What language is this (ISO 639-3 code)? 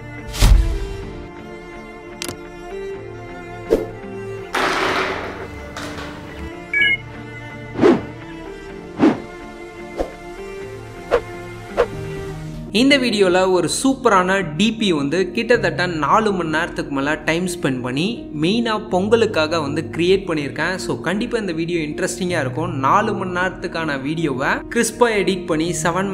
tam